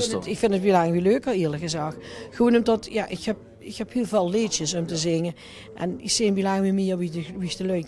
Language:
Limburgish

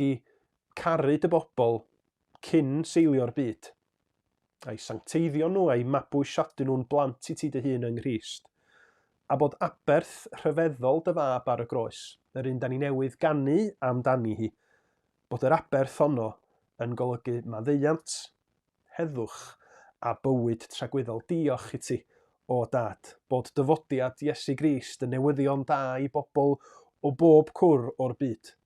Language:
Welsh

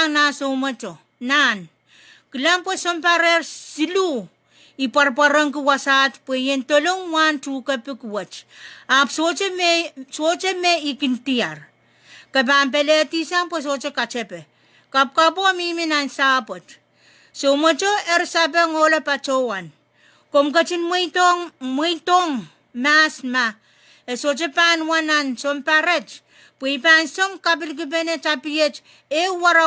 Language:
Pohnpeian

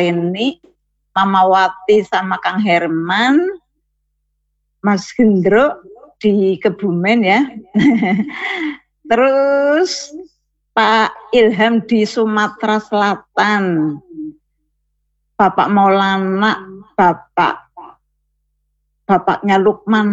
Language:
Indonesian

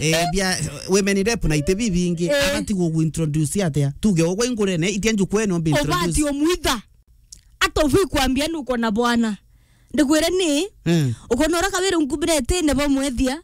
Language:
Meru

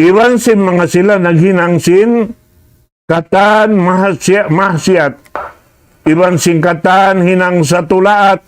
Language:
Tausug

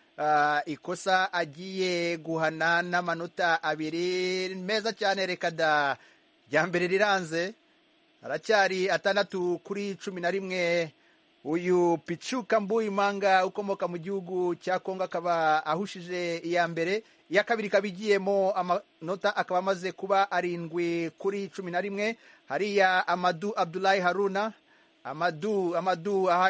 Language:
Kinyarwanda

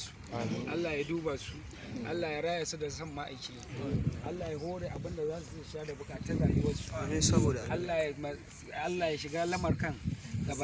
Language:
Hausa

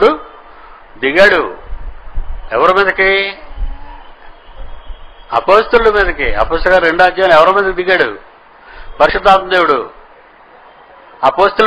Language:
Telugu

